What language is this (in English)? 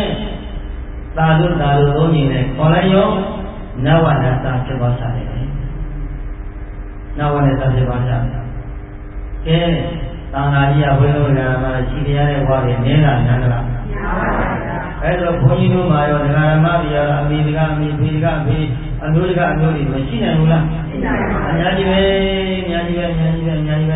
Burmese